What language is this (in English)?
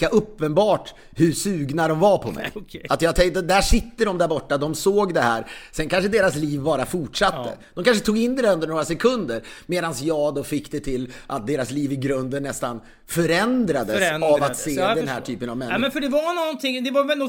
Swedish